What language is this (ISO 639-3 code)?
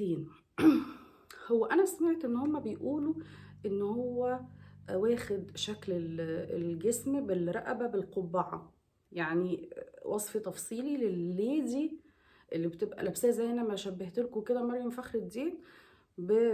arz